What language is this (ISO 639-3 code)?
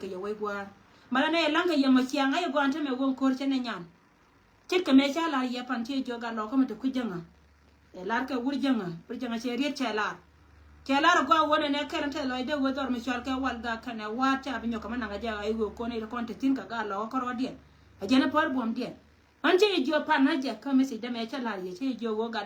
nus